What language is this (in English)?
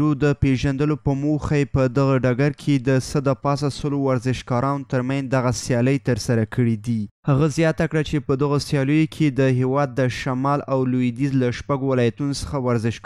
Pashto